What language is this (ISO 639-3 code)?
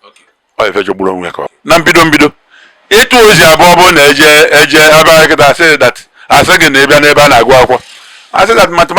ibo